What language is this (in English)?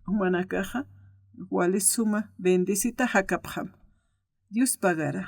Aymara